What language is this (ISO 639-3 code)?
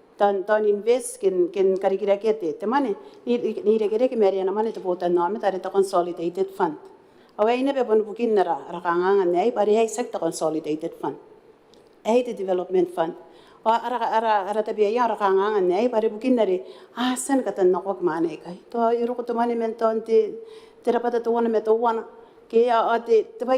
gil